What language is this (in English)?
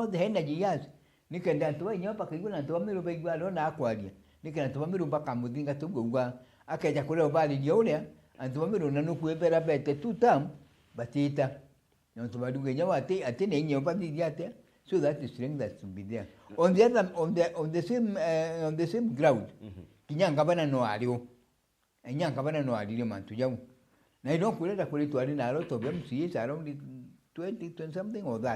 Meru